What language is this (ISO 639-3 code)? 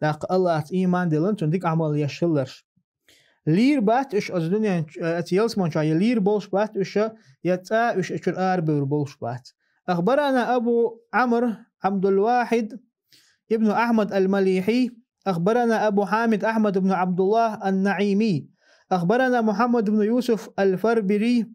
che